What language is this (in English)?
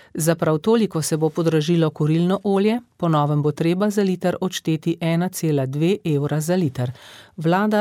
Slovenian